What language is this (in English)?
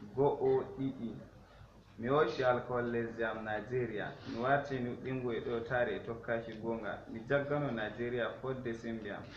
Fula